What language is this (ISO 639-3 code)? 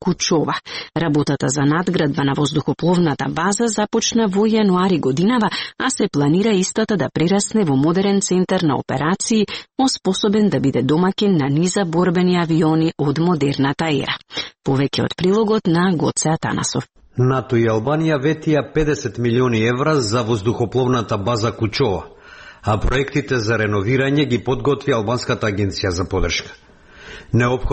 mkd